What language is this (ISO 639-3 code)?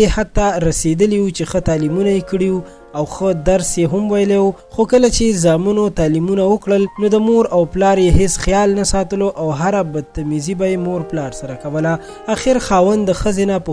pus